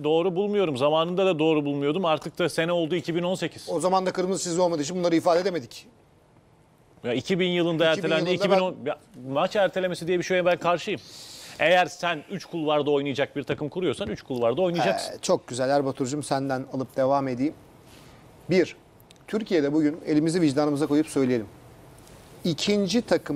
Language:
Turkish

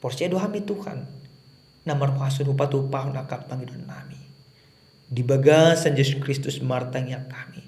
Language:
Batak Toba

